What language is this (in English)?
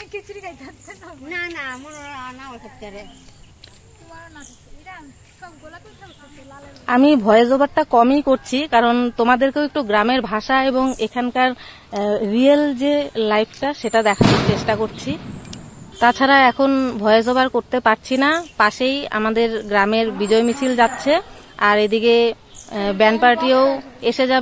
Bangla